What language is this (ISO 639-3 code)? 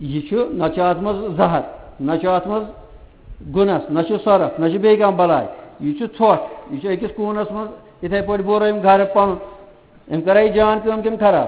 kas